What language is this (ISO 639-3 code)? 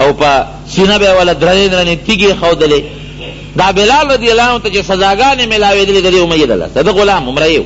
pus